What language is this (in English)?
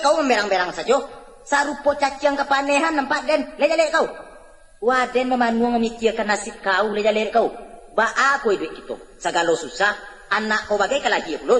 Minangkabau